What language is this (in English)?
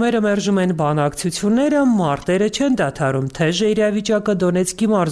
Armenian